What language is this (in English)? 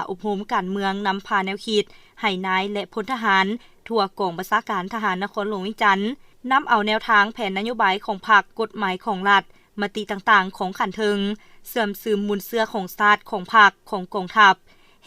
Lao